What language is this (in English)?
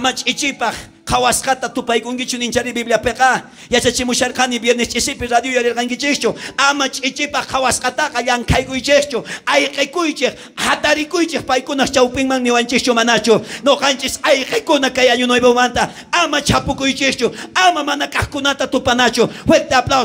South Bolivian Quechua